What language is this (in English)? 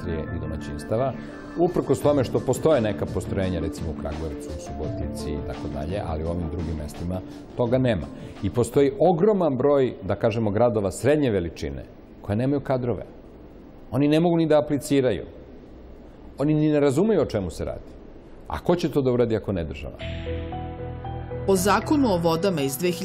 Serbian